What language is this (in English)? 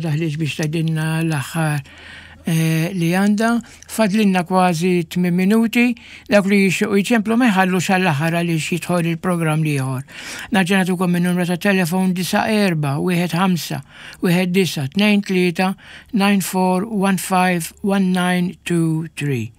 Maltese